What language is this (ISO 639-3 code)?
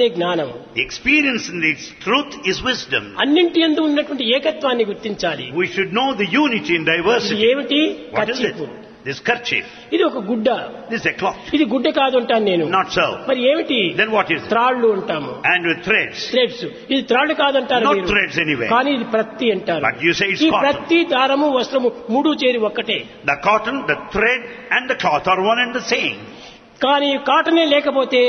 tel